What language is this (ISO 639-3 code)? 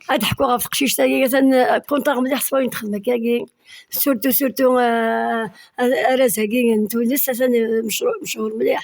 kab